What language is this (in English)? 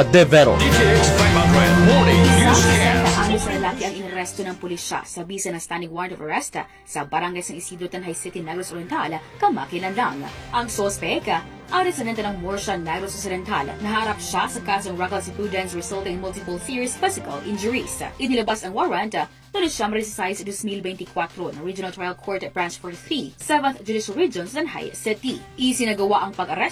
Filipino